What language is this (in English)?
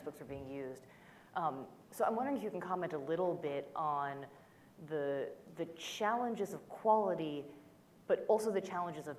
English